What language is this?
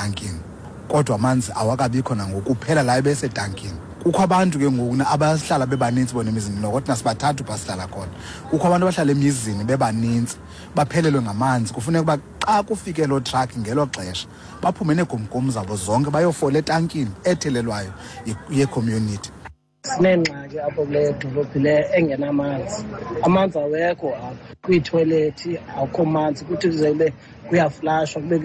Xhosa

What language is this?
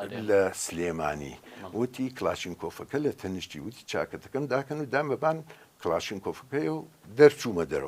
Central Kurdish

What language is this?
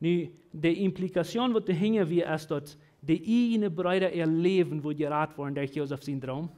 Plautdietsch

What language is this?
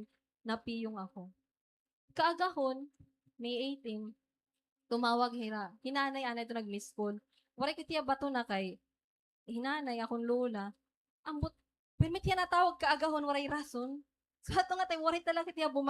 Waray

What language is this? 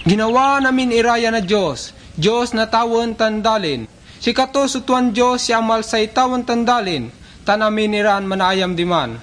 Pangasinan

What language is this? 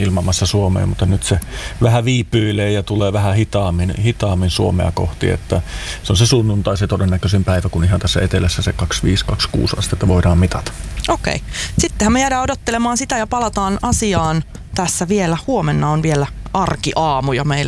Finnish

